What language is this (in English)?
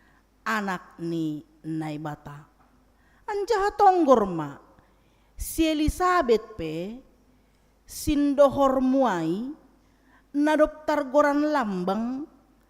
Batak Simalungun